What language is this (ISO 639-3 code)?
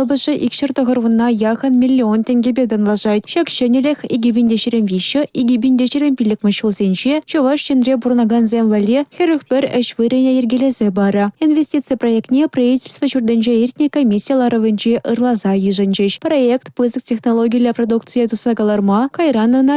chv